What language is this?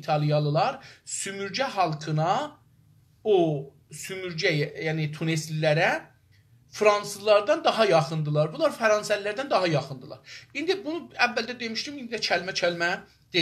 South Azerbaijani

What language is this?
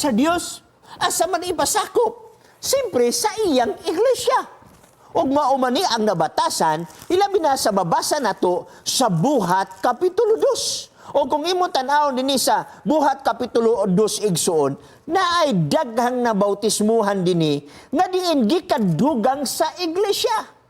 Cebuano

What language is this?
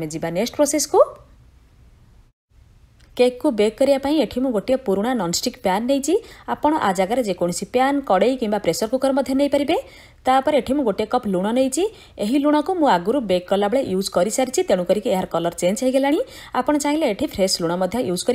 Odia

